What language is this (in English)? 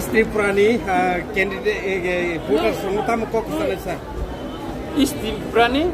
Kok Borok